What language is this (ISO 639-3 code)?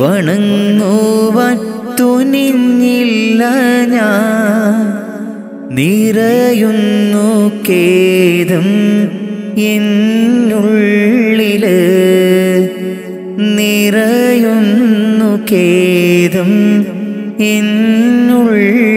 mal